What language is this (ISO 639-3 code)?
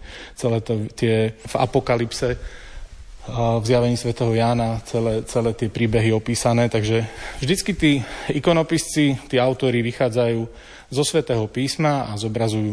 slk